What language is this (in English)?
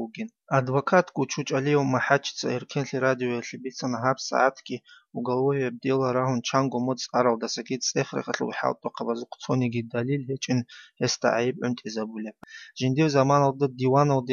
Avaric